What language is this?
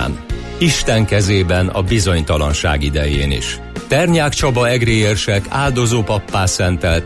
Hungarian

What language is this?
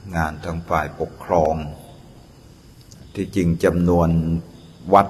Thai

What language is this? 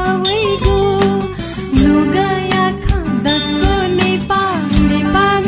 Newari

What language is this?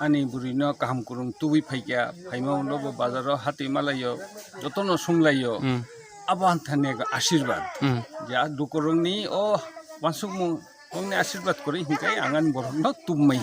Kok Borok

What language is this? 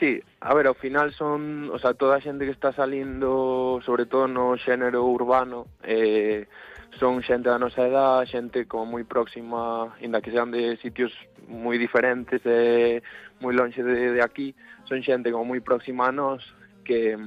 Galician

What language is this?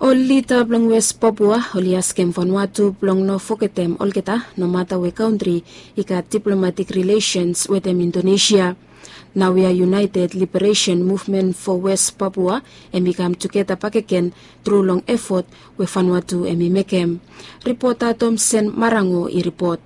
Bislama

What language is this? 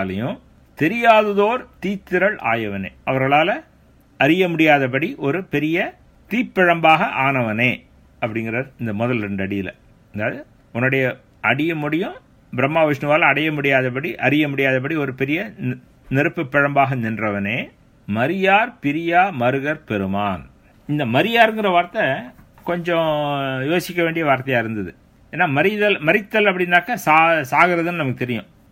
Tamil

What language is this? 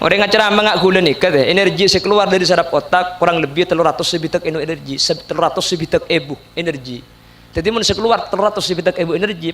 Madurese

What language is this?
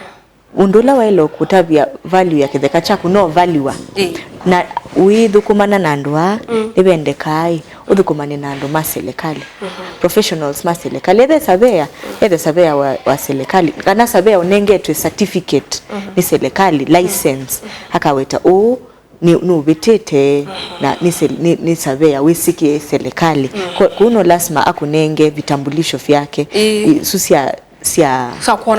Kamba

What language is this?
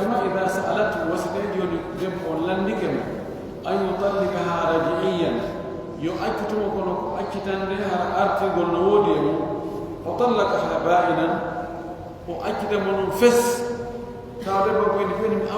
Pular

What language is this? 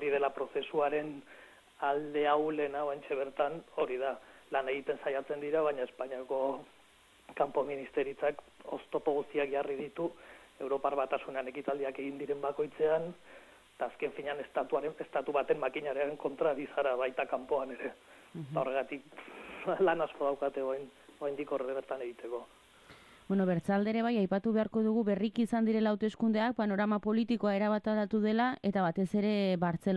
Basque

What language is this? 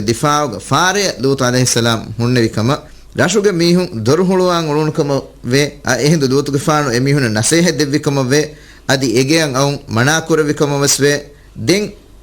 Divehi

